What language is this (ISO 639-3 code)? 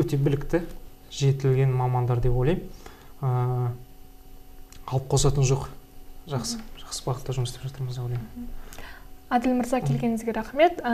kaz